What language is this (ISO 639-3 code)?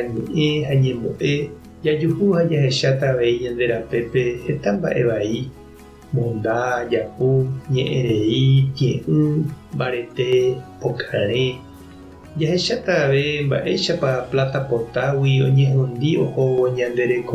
grn